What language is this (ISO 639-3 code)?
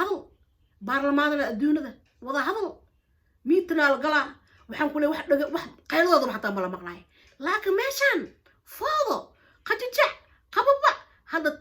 som